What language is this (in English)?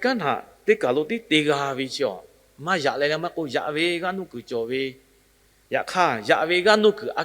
Lahu